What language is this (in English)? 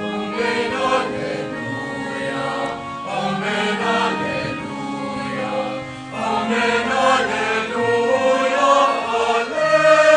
Pampanga